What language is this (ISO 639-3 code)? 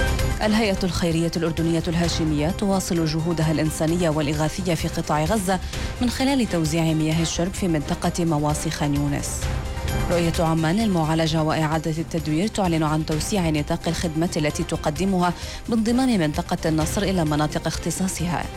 ara